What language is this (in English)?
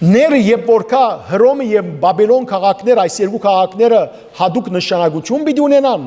Western Armenian